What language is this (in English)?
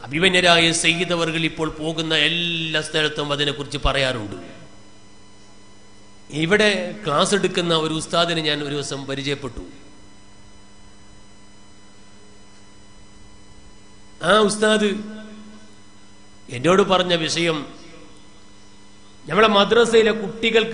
Malayalam